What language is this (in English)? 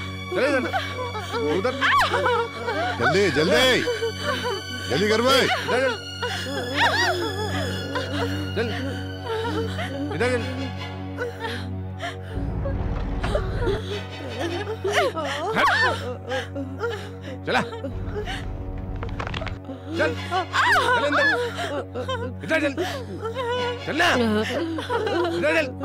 Hindi